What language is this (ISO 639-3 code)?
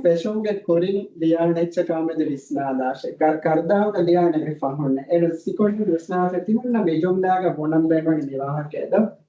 div